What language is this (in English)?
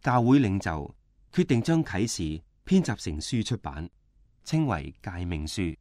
Cantonese